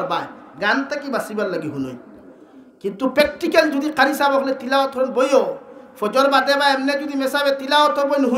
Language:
Sylheti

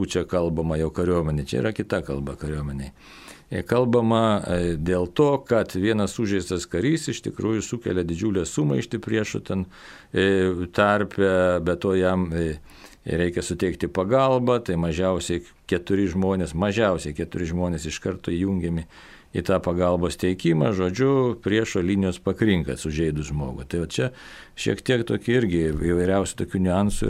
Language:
Lithuanian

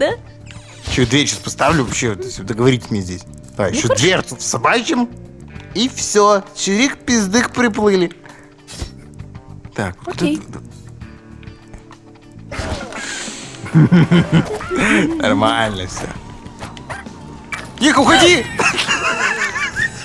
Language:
Russian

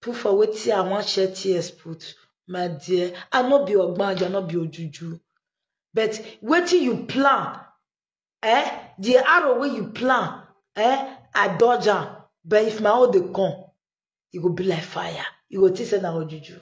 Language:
Nigerian Pidgin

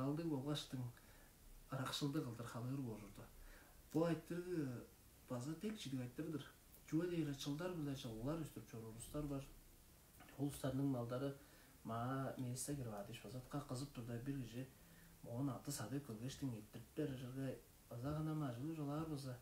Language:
Tuvinian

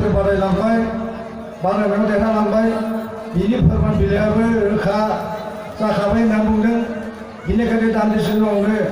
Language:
Bodo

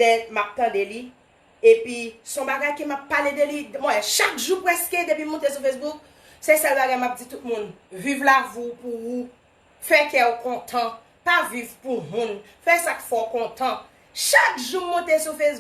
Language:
Haitian Creole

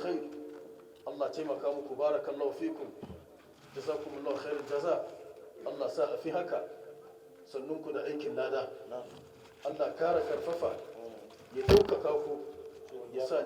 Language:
Hausa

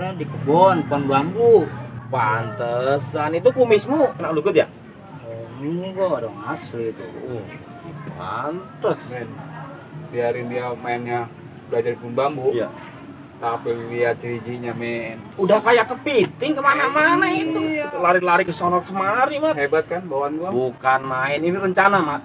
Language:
Betawi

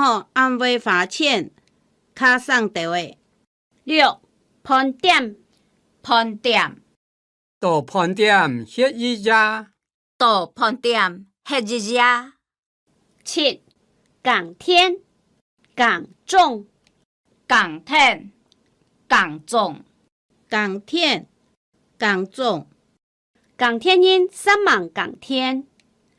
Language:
Hakka Chinese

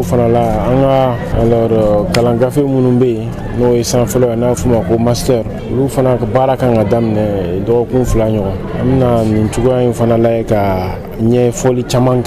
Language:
Bambara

